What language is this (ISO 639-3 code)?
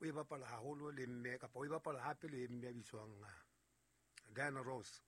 sot